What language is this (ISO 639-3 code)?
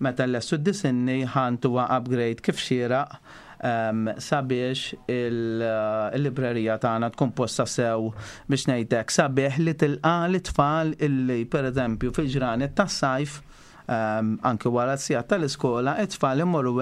mlt